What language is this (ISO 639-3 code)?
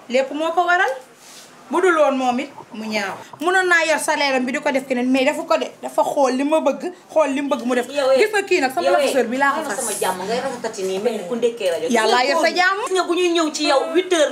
wol